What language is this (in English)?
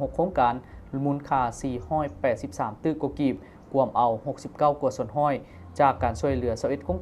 Lao